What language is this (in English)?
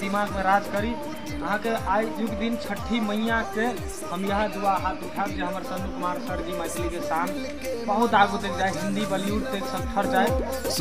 Maithili